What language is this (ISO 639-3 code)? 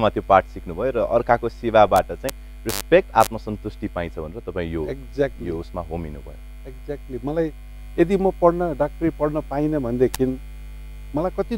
nep